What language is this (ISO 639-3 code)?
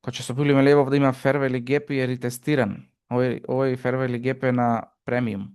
mkd